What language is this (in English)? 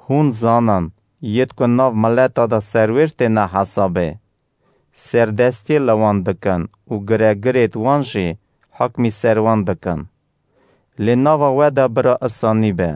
Kurdish